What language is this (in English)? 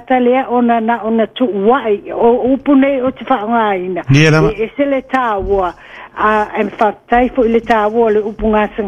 Samoan